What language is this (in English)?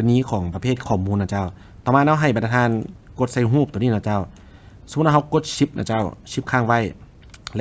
Lao